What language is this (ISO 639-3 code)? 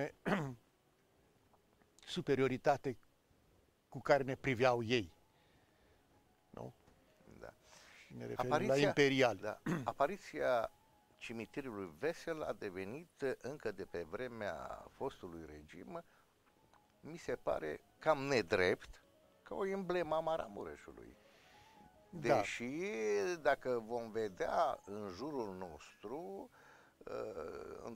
ron